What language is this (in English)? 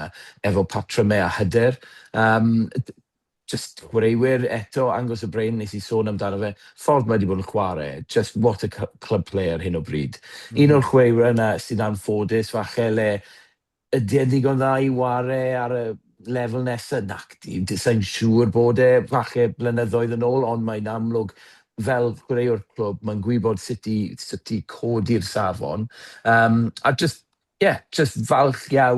Welsh